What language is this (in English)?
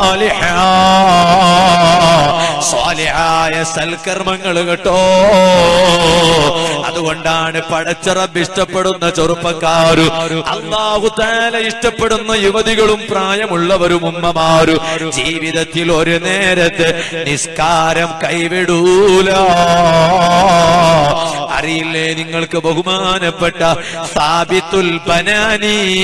Malayalam